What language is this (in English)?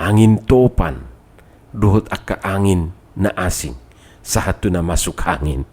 Batak Toba